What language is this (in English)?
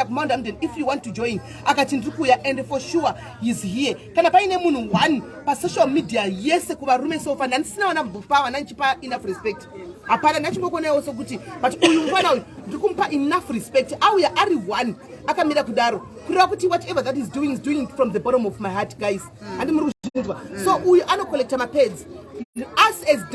Shona